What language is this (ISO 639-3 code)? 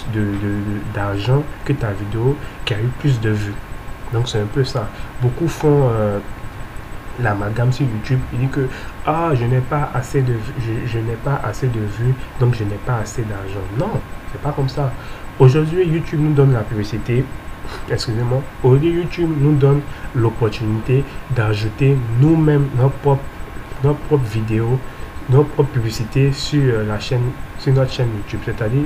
fra